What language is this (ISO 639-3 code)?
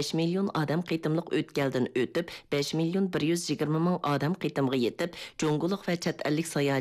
uig